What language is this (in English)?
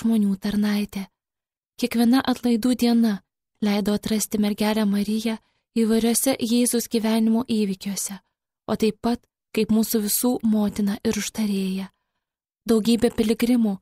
Lithuanian